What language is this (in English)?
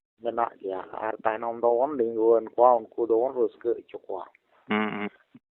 Santali